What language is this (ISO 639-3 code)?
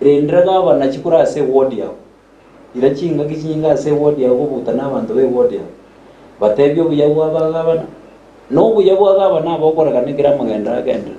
guz